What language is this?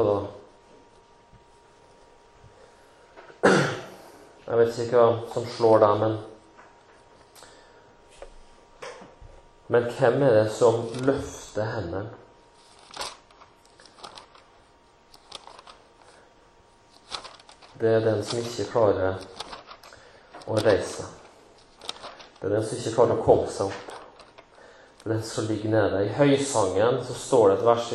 Norwegian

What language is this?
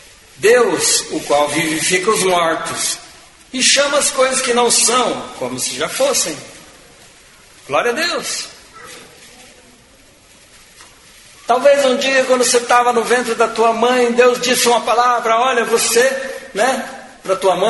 Portuguese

